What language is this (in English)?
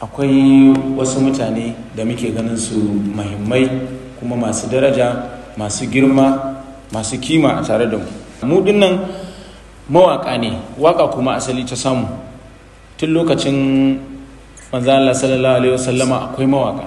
Hausa